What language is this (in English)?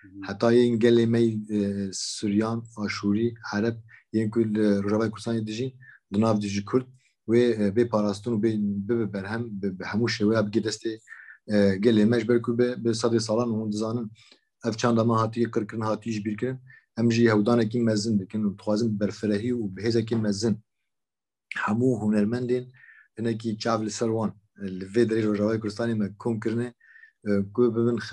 Kurdish